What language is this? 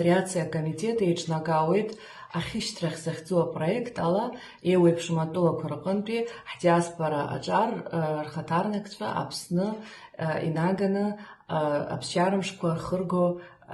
Abkhazian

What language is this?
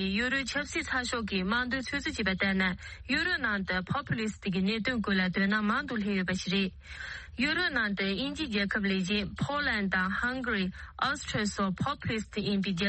Tibetan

